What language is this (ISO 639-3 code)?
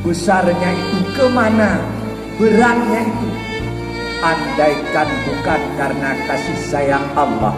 ace